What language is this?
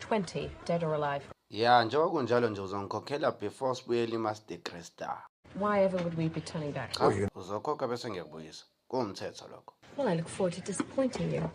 Zulu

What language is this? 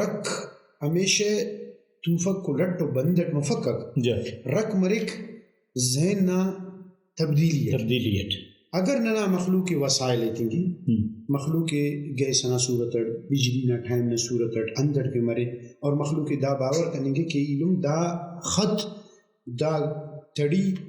Brahui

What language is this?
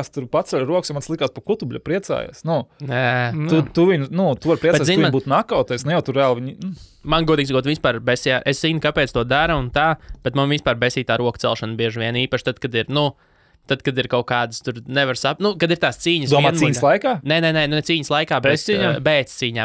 Latvian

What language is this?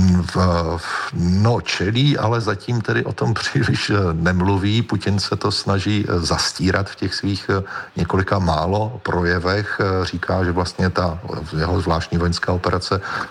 Czech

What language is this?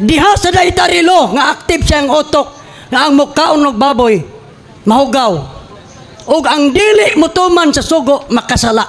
Cebuano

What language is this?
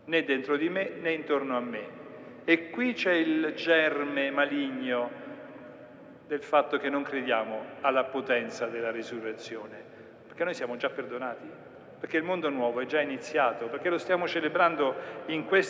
Italian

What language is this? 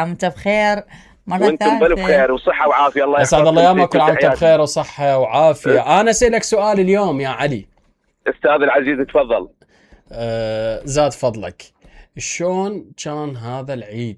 Mesopotamian Arabic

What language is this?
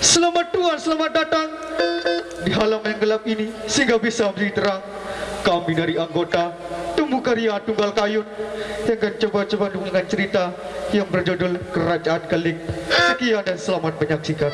Sasak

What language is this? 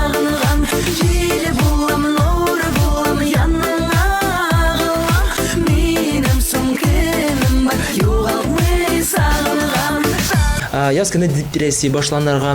Tatar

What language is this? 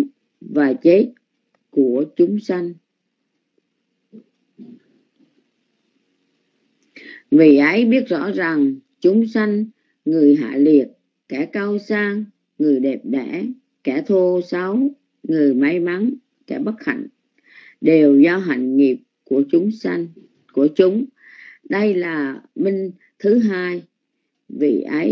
Vietnamese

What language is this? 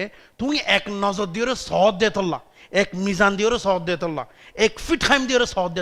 Rohingya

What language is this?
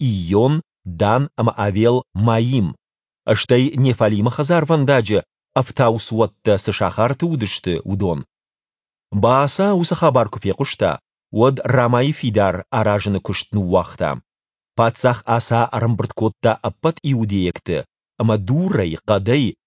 Ossetic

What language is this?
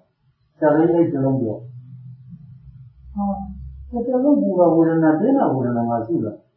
Burmese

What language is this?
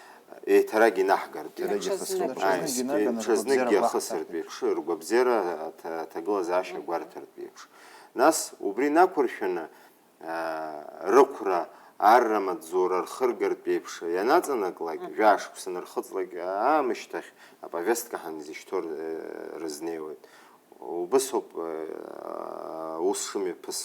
Abkhazian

